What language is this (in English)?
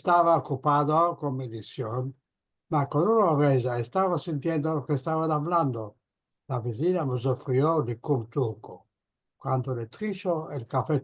Ladino